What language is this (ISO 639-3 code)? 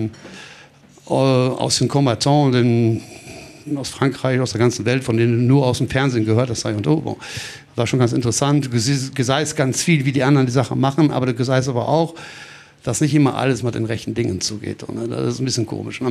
ltz